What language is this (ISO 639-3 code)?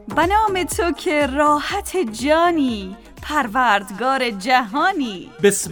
fas